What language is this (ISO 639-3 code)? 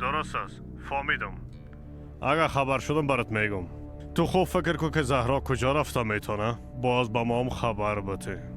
fas